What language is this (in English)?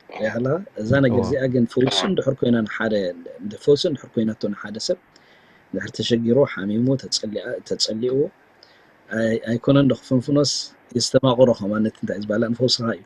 Tigrinya